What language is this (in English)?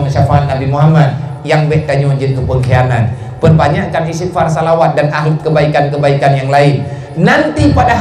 Achinese